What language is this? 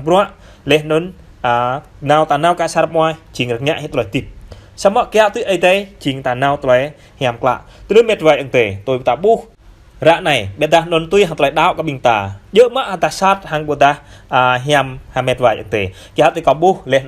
Jarai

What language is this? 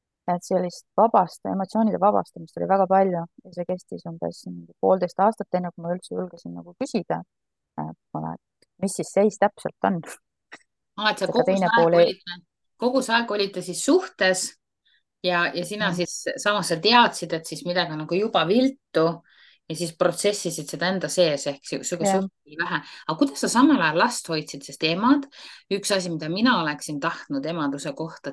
Estonian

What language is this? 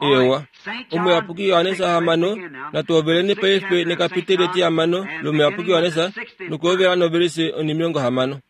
Kuanyama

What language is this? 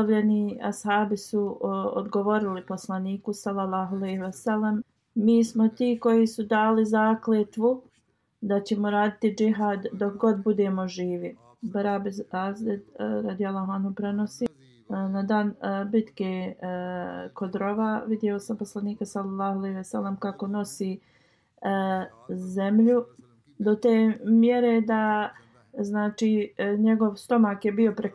Bosnian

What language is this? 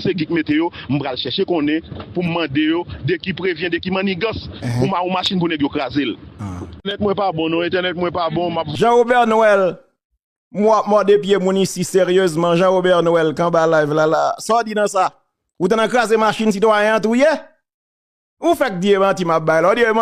Haitian Creole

